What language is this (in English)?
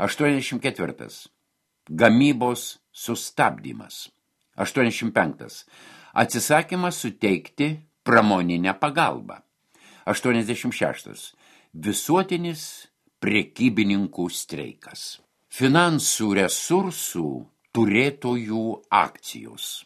Lithuanian